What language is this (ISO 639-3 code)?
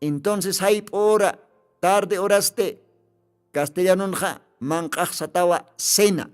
aym